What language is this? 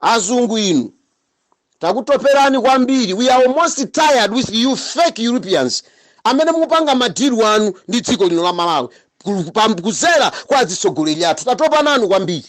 Nyanja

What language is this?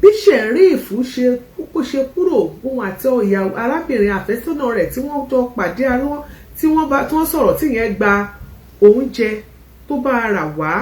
Yoruba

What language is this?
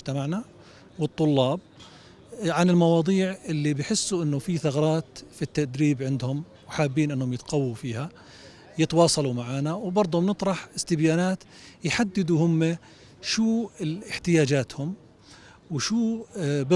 North Levantine Arabic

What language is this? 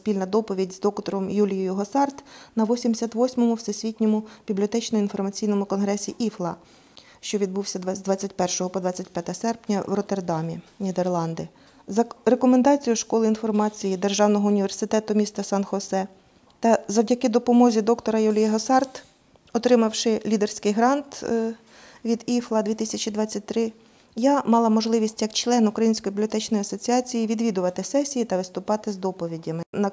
Ukrainian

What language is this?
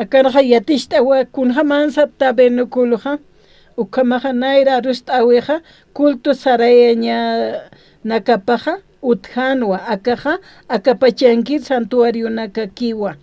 Aymara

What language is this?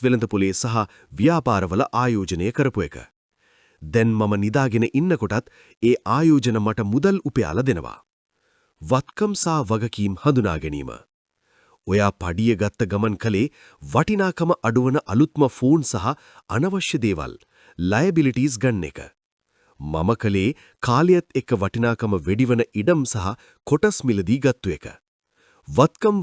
Sinhala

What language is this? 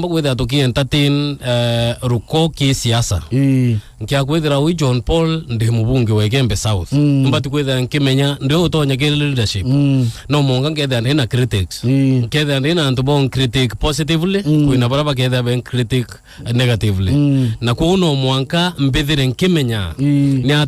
Meru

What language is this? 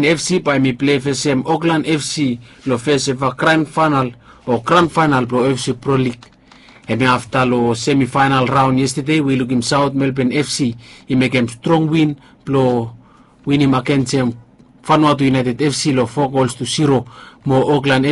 Bislama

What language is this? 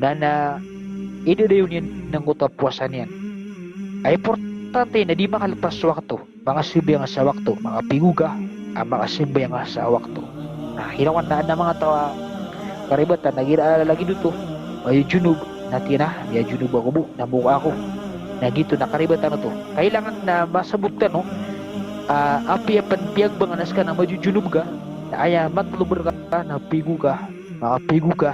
Maranao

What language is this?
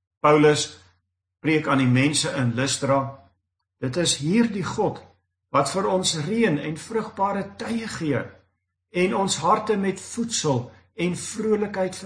Afrikaans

